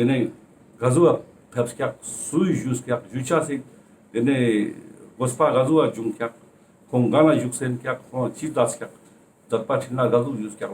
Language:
Ladakhi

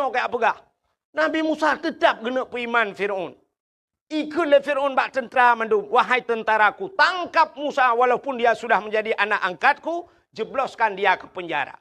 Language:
Achinese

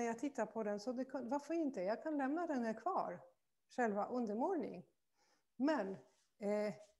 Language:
Swedish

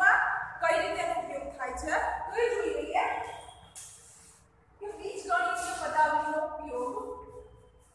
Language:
Gujarati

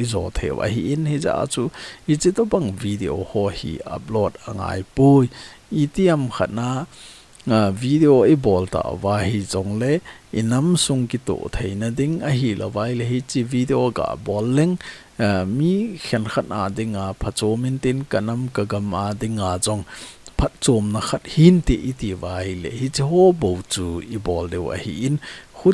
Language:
Thado Chin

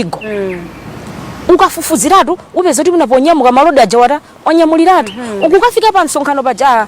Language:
Nyanja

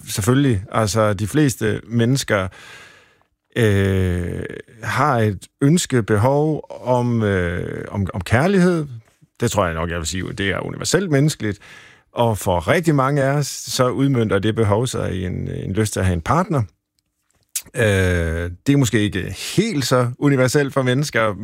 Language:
Danish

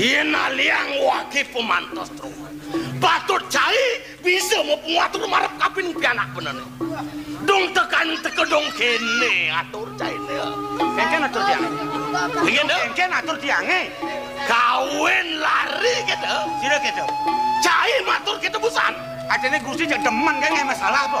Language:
Balinese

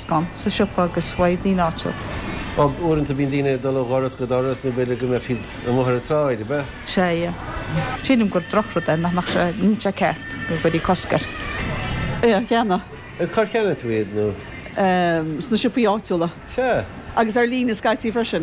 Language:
Irish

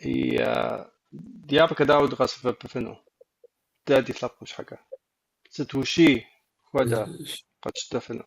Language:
Kabardian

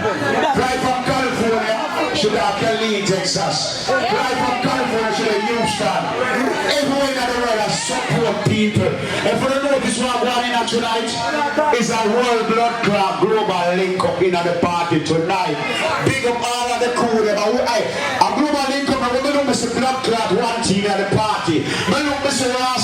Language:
Jamaican Creole English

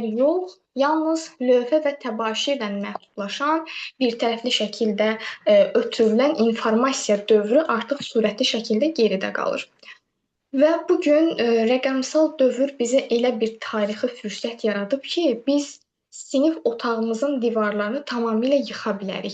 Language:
Azerbaijani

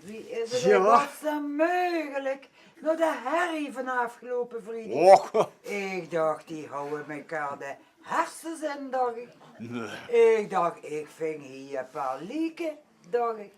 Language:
Limburgish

